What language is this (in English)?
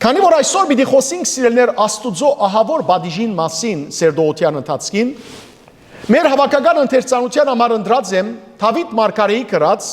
Western Armenian